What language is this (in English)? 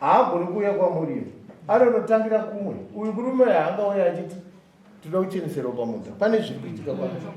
Shona